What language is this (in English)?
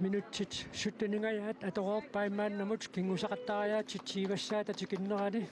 Kalaallisut